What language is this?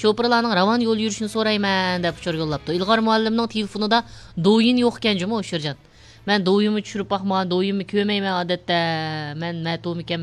Uyghur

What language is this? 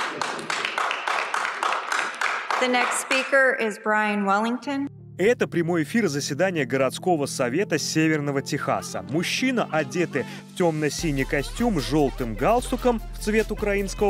Russian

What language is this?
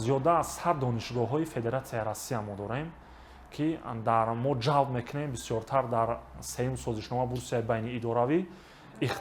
Tajik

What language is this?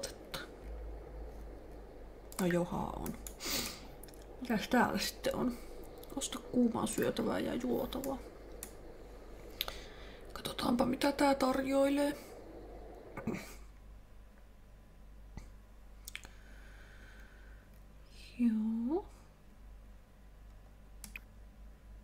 Finnish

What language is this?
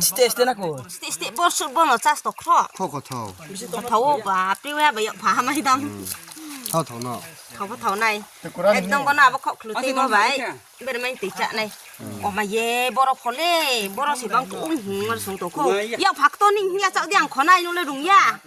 Riang (India)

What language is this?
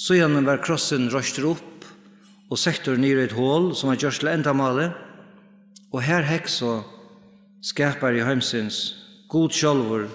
Faroese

